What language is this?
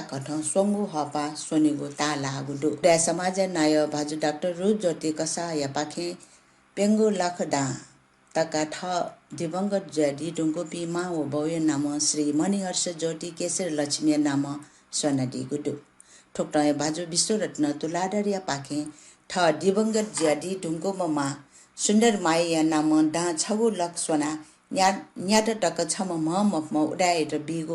Newari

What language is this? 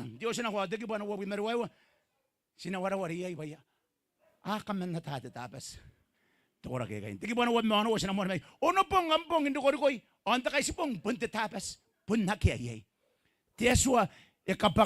Gilbertese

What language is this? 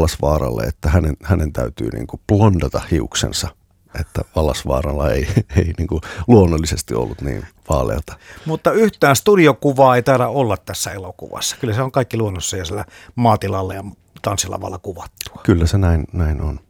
Finnish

